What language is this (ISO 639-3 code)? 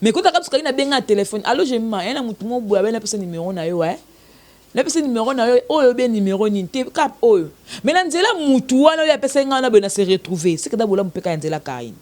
lin